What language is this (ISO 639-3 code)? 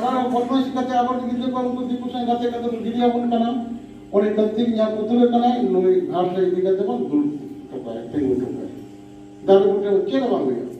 sat